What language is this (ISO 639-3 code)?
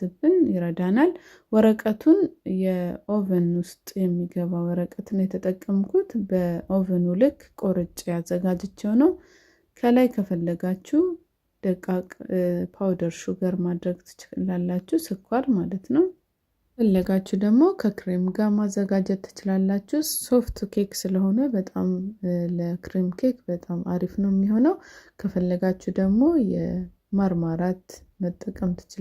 amh